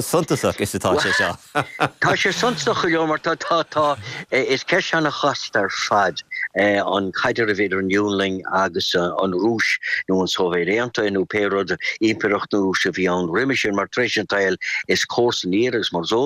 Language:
Irish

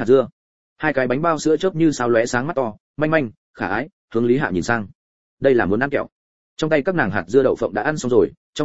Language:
Vietnamese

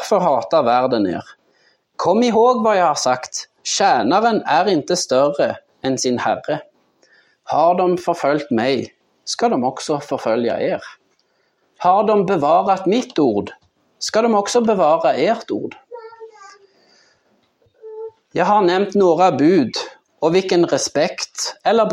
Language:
Swedish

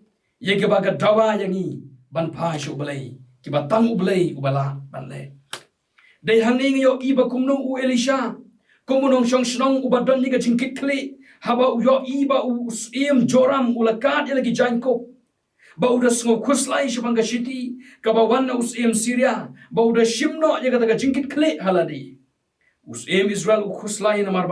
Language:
Khasi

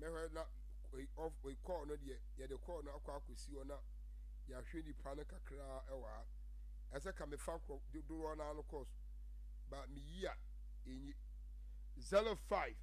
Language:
Akan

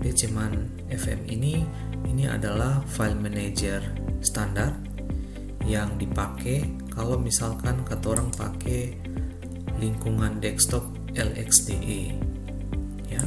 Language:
Ambonese Malay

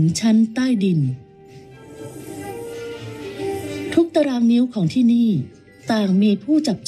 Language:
Thai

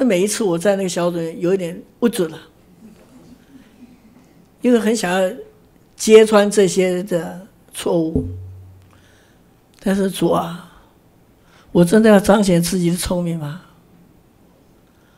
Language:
Chinese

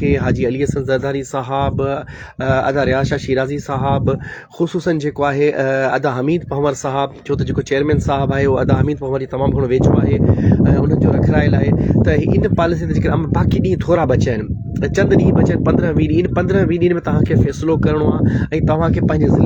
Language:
Sindhi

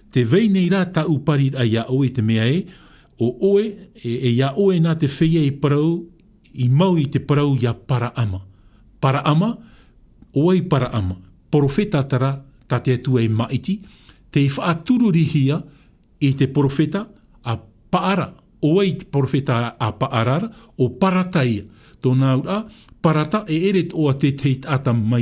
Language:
Tahitian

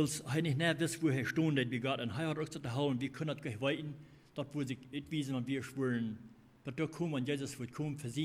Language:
Plautdietsch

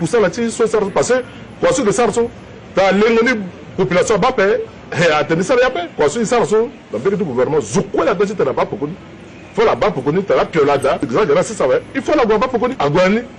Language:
Sango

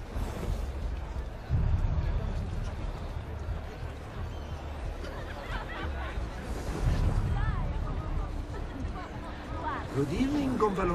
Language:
English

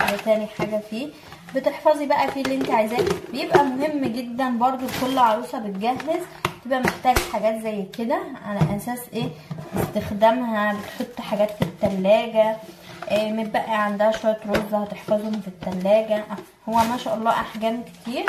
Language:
Egyptian Arabic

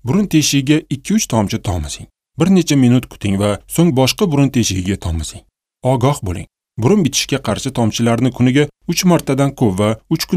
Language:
Uzbek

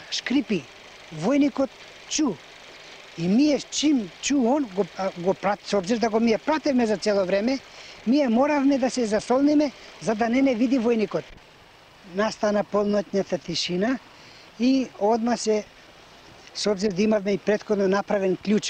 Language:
Macedonian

